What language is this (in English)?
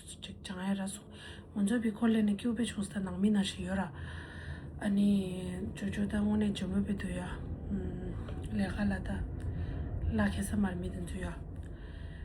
Tibetan